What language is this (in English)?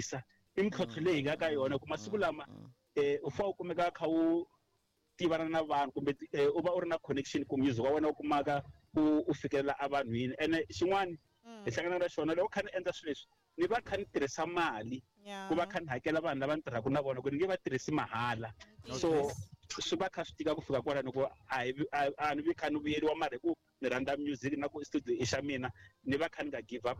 Tsonga